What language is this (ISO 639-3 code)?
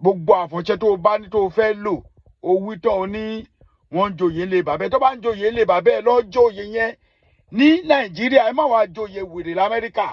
yor